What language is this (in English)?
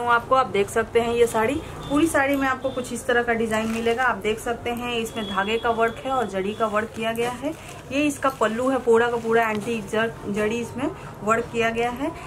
Hindi